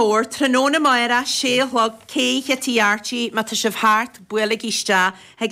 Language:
Irish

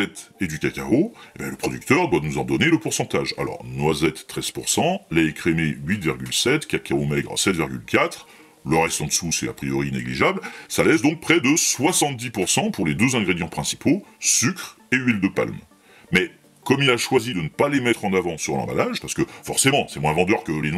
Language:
French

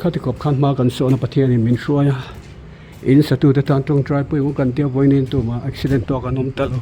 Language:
Mizo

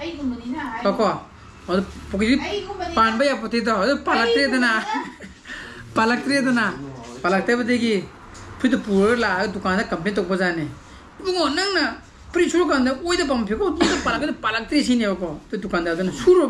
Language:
Manipuri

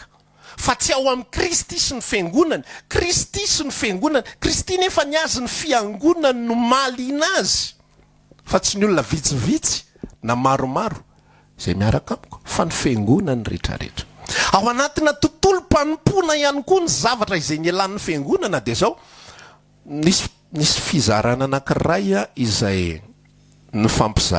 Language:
Malagasy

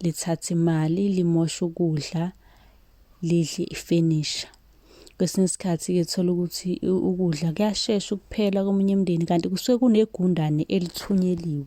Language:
Zulu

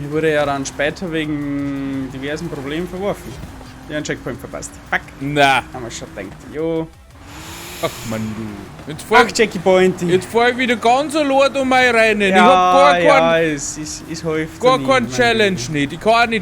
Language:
Bavarian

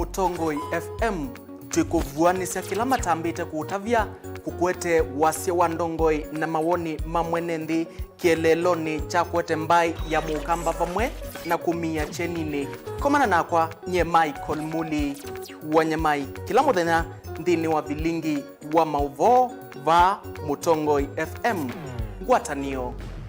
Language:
Kamba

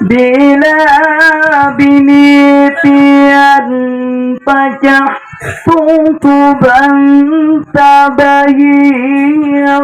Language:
Banjar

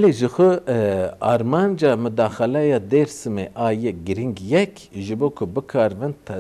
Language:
Kurdish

